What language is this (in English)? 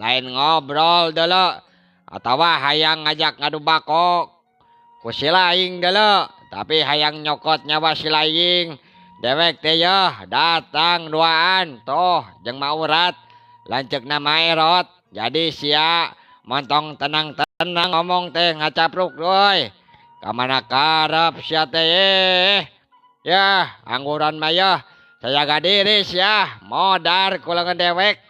Sundanese